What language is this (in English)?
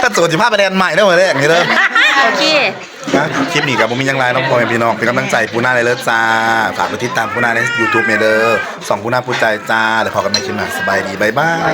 Northeastern Thai